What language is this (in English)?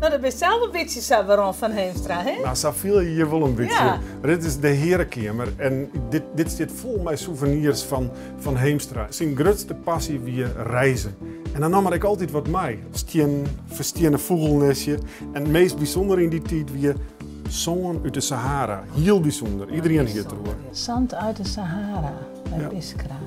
Western Frisian